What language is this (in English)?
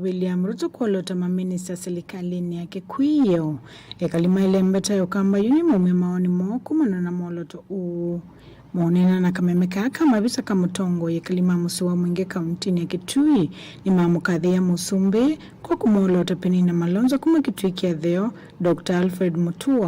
Kamba